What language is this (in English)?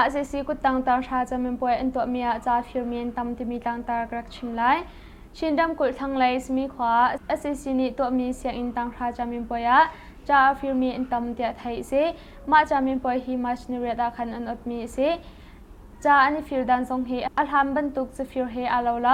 Hakha Chin